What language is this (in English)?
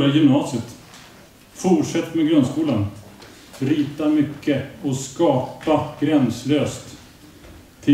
Swedish